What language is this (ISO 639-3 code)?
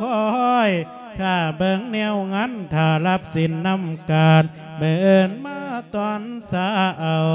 lao